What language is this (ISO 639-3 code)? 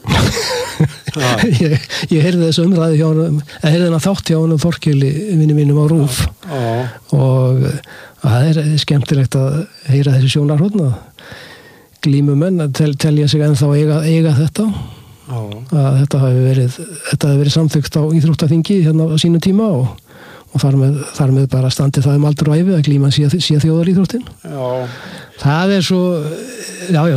isl